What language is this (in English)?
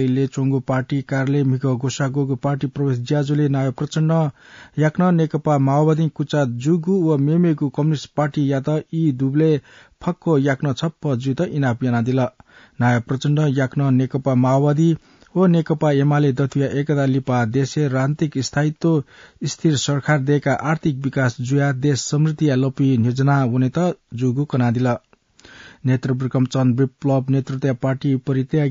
Newari